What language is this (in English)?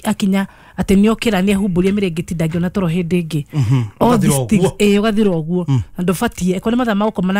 Kikuyu